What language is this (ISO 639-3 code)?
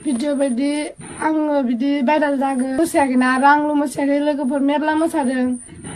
brx